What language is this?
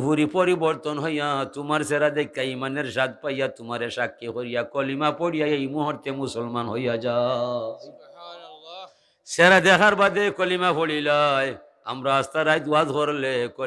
Sylheti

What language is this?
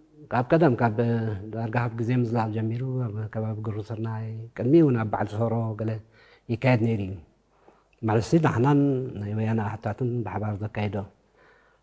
Tigrinya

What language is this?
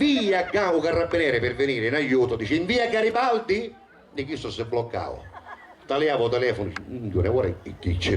Sicilian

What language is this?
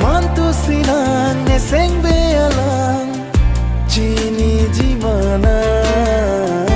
Karbi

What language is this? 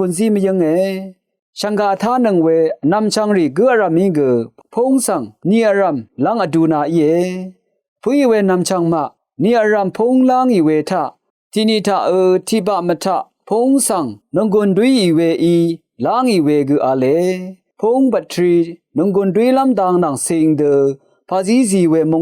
Rawang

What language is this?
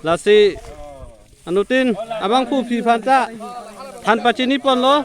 Karbi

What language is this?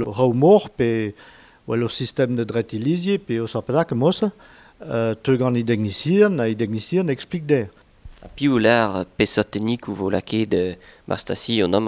Breton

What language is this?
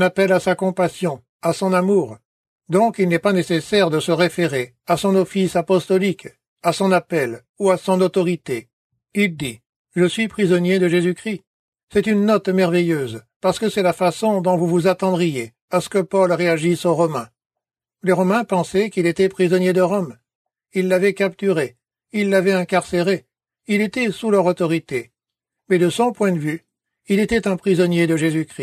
French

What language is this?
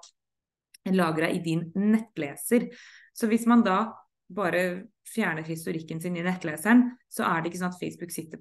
Norwegian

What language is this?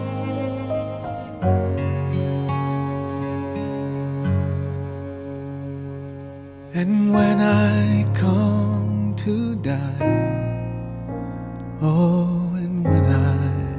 English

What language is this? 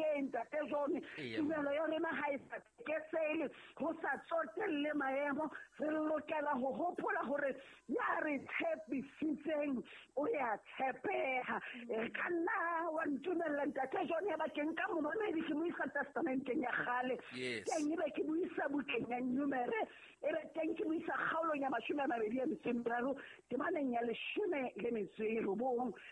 Southern Sotho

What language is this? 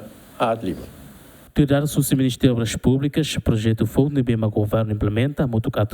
Tetum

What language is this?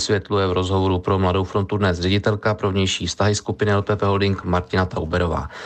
Czech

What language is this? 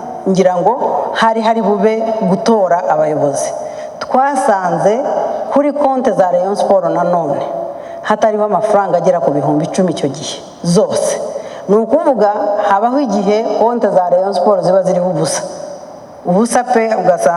Kinyarwanda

